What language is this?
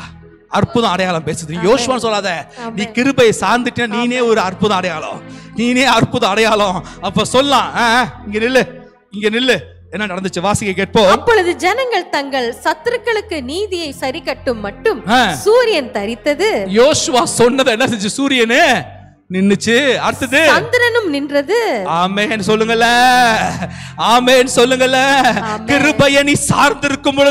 Tamil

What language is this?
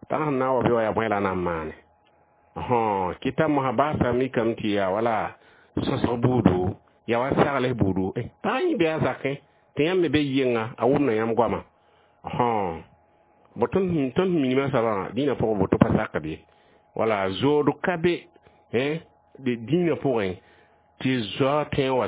Mossi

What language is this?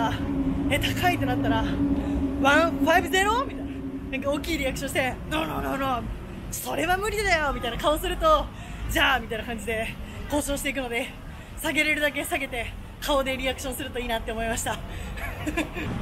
Japanese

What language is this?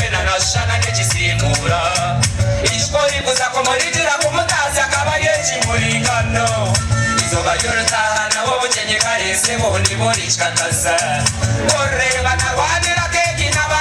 Nyankole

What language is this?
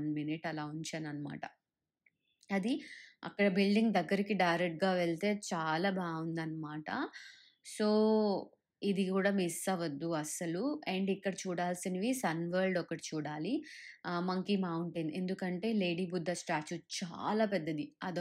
Telugu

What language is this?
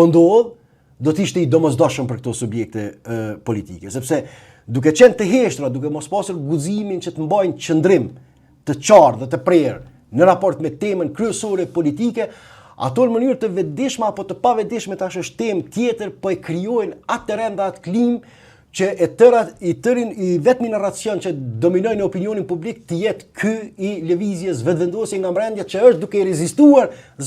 Albanian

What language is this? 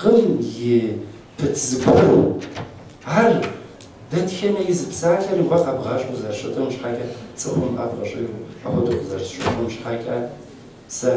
Kabardian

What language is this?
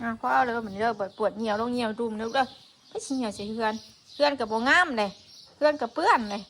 Northeastern Thai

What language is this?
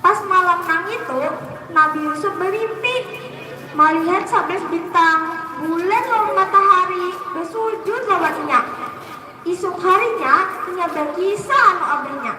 Banjar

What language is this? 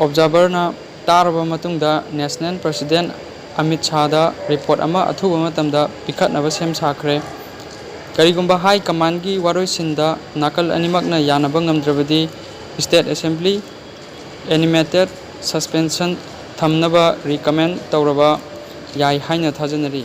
Manipuri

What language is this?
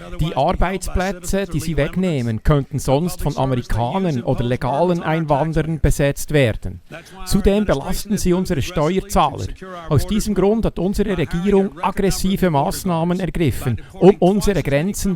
Swiss German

